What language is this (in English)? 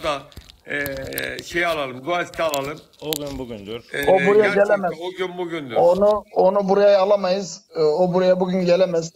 Turkish